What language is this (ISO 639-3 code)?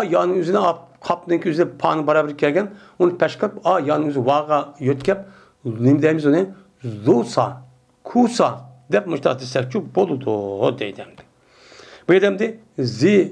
uig